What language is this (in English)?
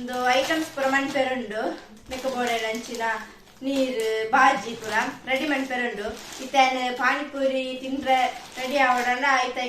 Tulu